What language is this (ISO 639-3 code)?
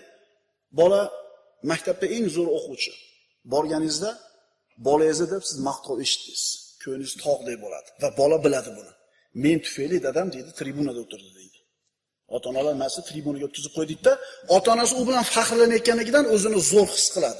uzb